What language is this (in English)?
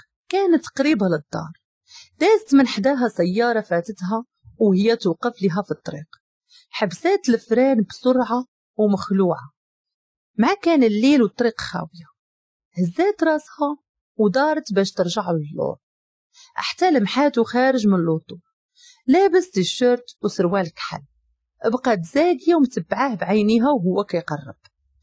Moroccan Arabic